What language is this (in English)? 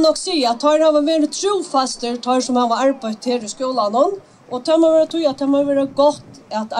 Faroese